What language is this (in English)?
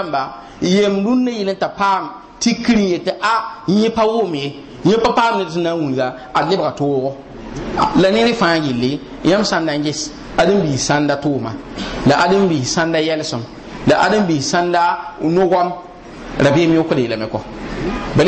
Mossi